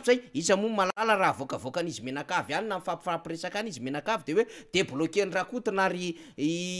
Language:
Malagasy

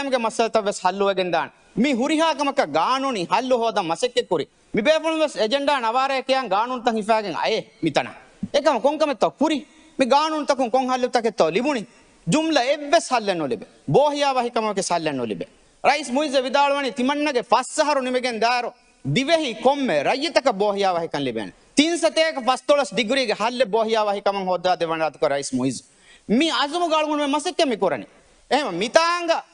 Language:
Divehi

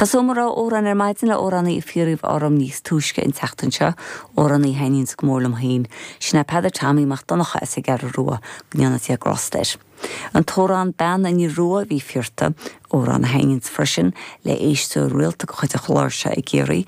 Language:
Irish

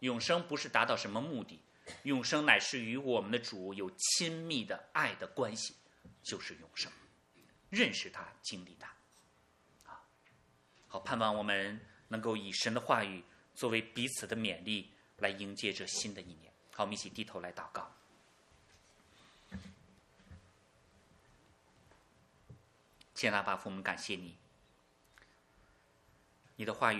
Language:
Chinese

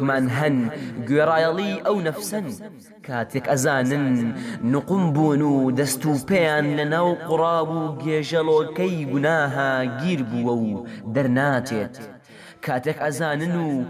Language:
Central Kurdish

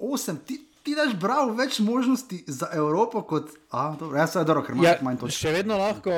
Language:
Slovenian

